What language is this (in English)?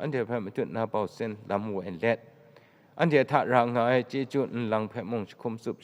Kachin